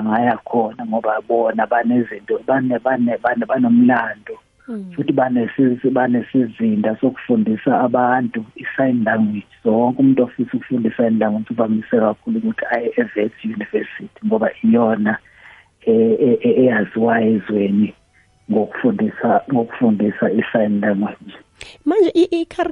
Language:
South Ndebele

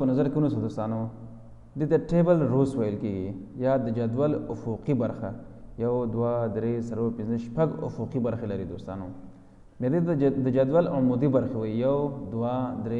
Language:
Pashto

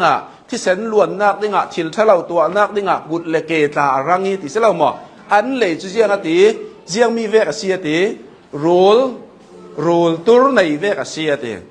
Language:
Hakha Chin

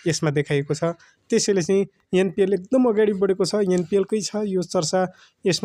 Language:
Nepali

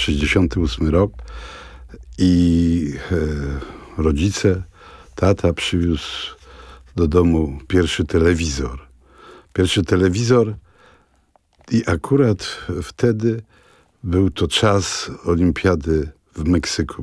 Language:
Polish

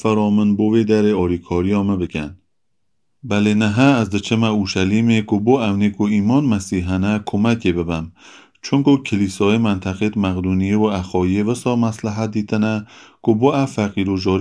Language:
Gilaki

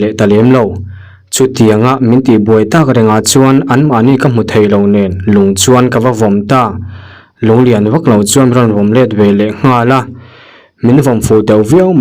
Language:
Mizo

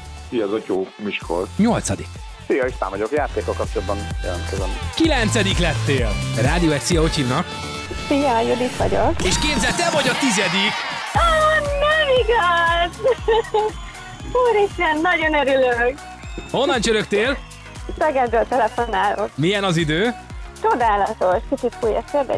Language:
Hungarian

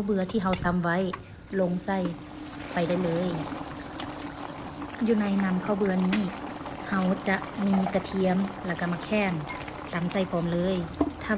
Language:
Lao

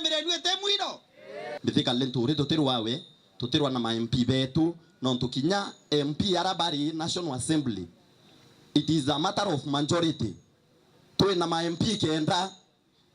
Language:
Meru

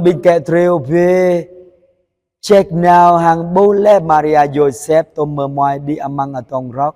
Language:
Jarai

